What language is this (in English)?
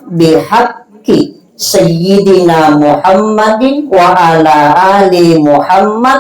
Buginese